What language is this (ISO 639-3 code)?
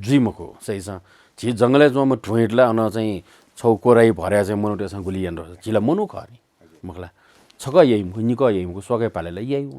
new